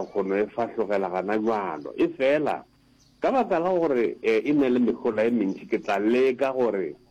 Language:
Northern Sotho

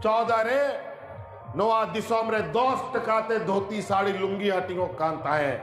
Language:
Santali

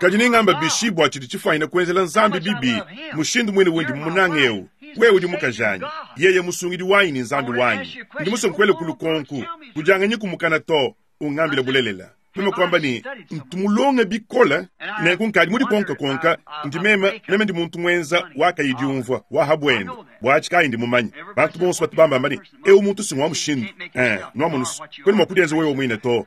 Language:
Luba-Lulua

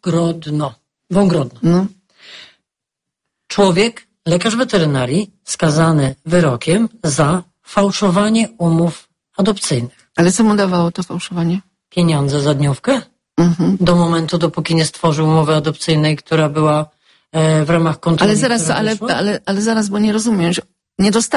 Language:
Polish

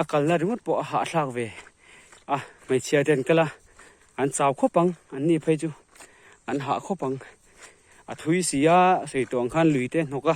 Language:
Mizo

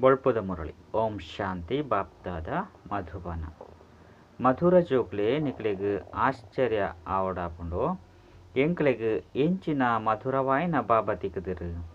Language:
Tulu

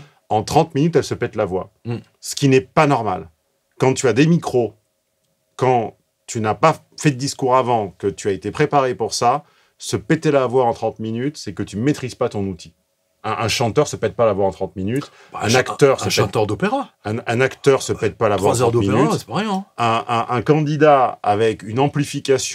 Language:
French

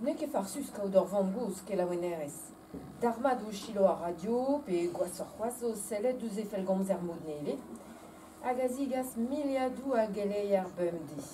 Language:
Breton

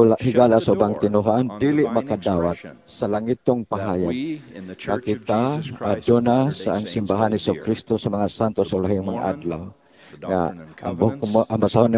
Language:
Cebuano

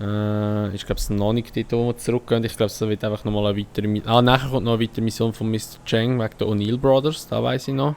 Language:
Swiss German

